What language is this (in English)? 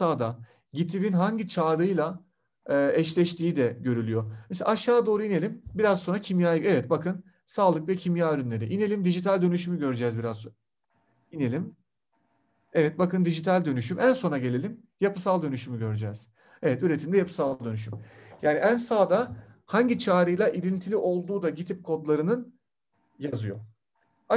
Turkish